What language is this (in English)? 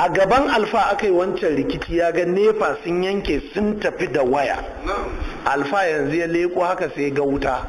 Hausa